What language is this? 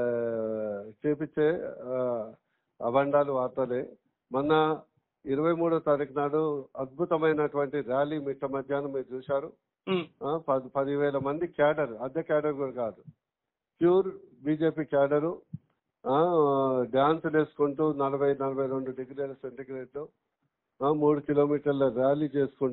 Telugu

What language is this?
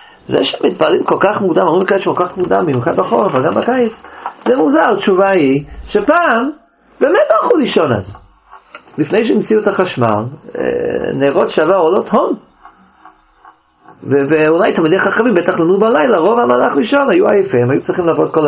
Hebrew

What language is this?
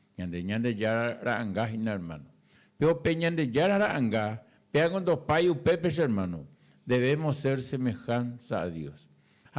Guarani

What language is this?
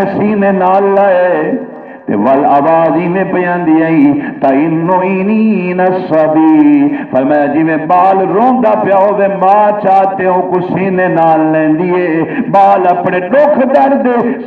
Saraiki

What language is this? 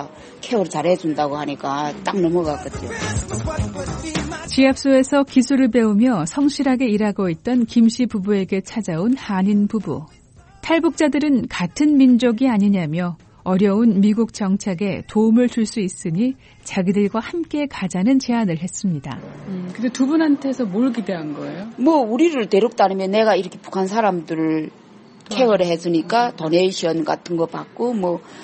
Korean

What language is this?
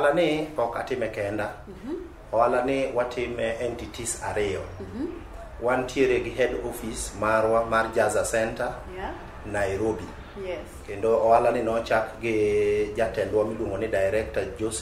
Luo (Kenya and Tanzania)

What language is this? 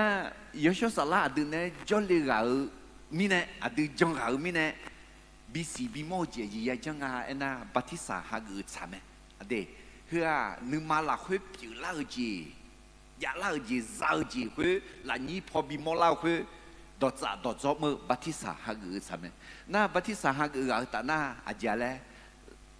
Akha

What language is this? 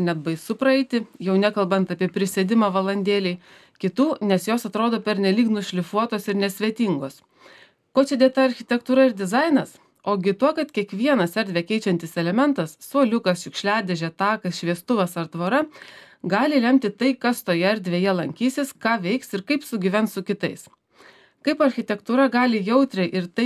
Lithuanian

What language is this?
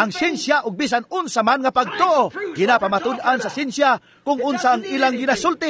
Cebuano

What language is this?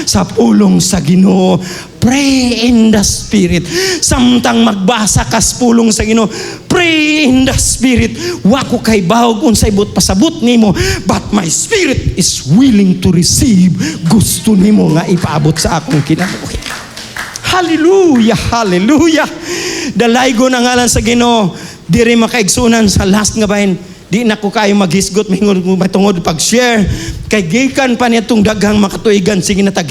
Cebuano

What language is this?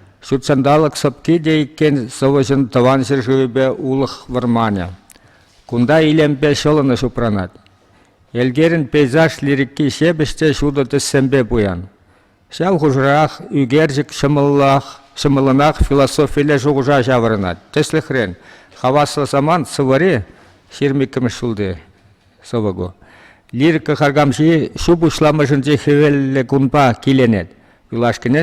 Chuvash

